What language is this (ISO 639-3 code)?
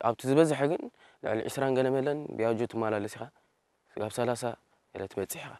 tir